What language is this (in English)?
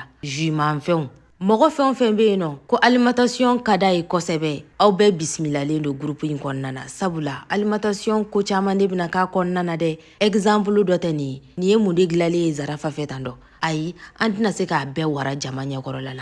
Bambara